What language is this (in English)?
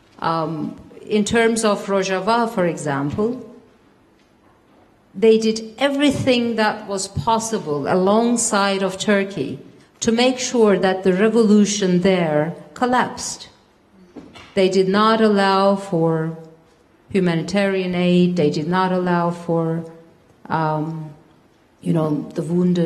English